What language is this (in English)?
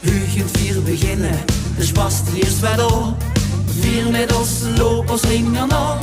Limburgish